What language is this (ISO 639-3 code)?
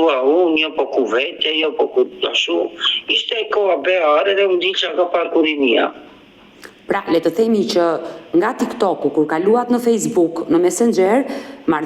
sqi